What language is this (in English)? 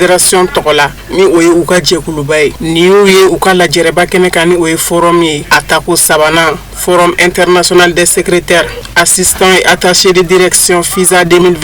Bambara